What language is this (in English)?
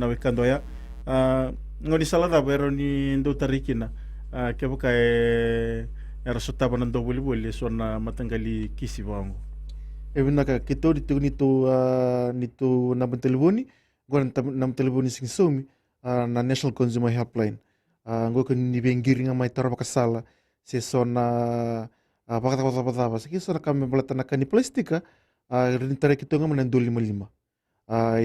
Fijian